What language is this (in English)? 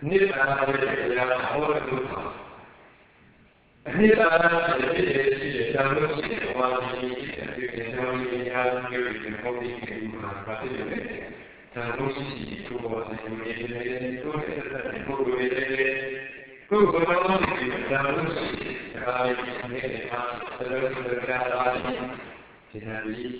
Burmese